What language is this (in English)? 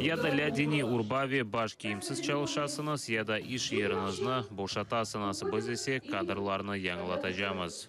Crimean Tatar